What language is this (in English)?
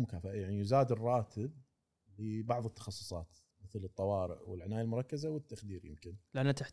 Gulf Arabic